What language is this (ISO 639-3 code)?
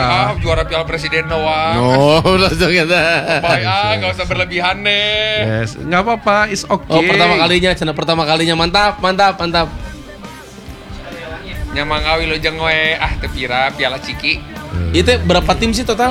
ind